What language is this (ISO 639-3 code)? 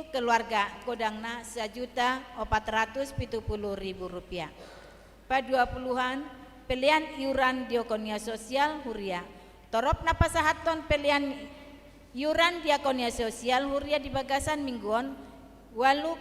bbc